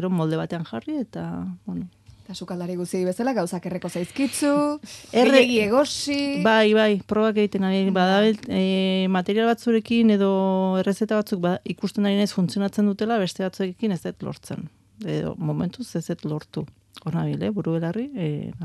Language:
Basque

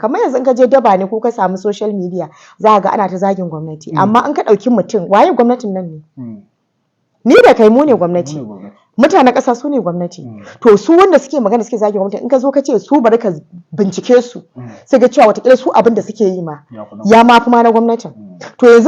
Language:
Hausa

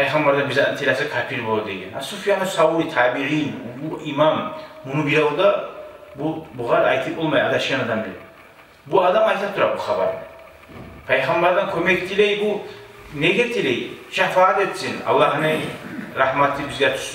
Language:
Kumyk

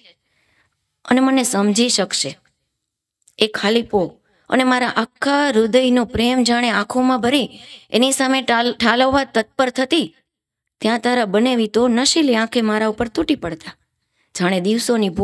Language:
Gujarati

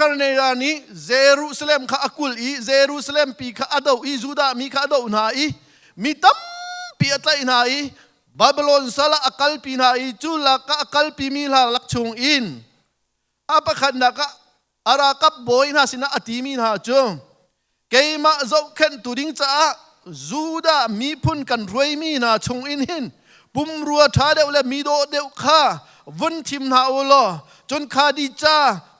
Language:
Hakha Chin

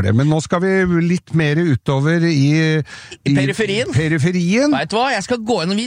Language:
Norwegian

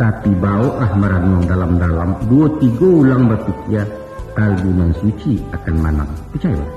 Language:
Minangkabau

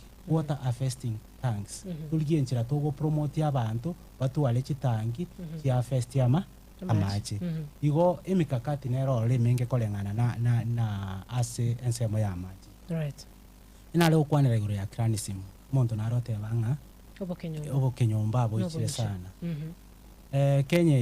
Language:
Gusii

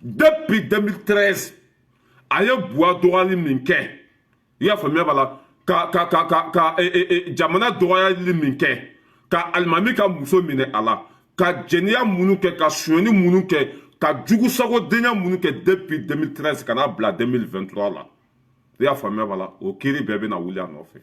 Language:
Bambara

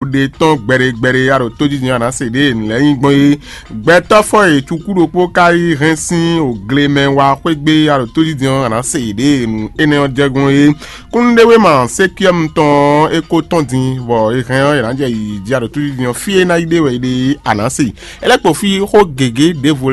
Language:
Fon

